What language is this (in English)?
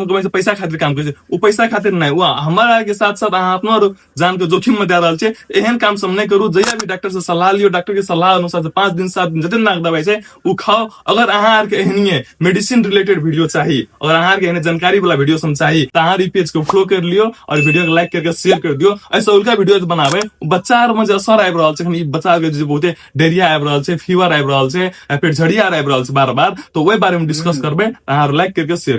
Maithili